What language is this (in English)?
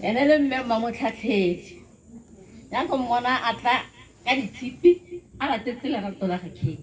Tswana